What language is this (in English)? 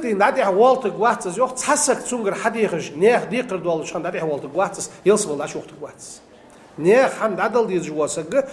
Ingush